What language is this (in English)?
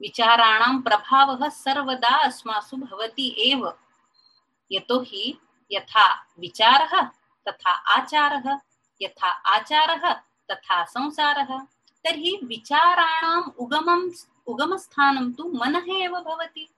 Sanskrit